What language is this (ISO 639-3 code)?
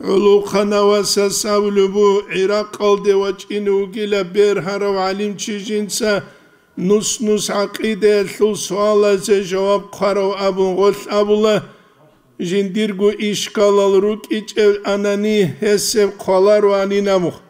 ava